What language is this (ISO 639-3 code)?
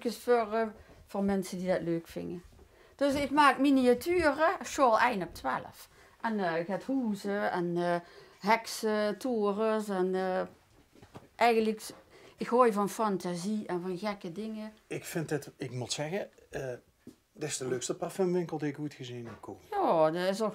lim